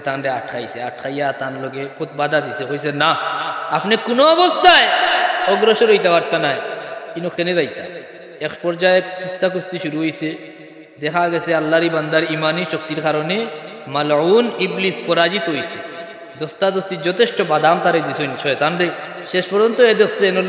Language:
Sylheti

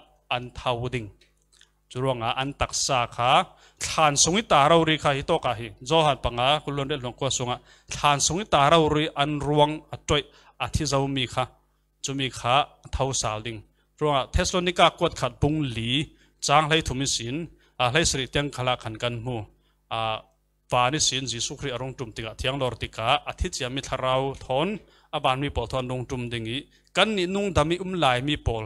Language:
Falam Chin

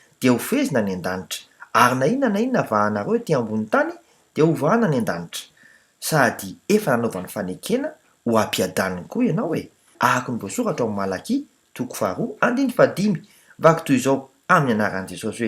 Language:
Malagasy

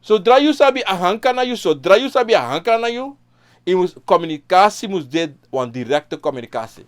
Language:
Sranan Tongo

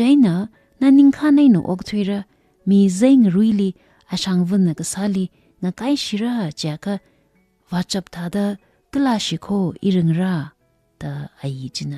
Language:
Tangkhul Naga (India)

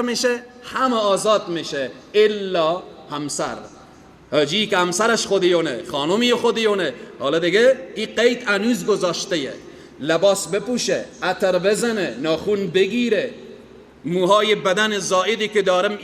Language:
Persian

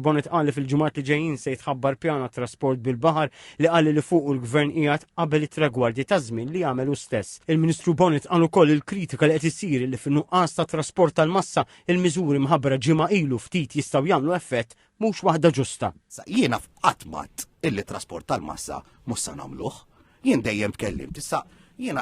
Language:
Maltese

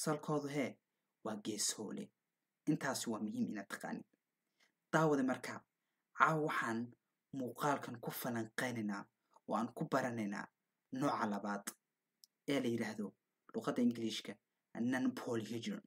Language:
Somali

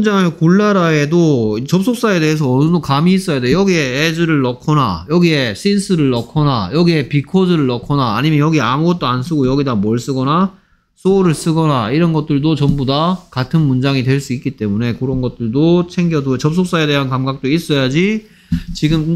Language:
Korean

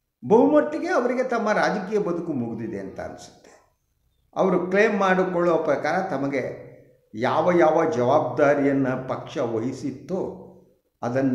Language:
Kannada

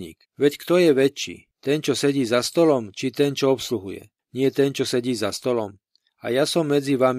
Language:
Slovak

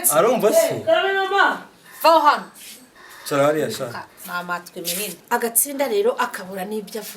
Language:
Kinyarwanda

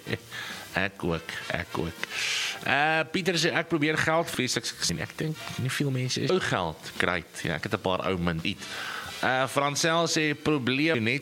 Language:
Afrikaans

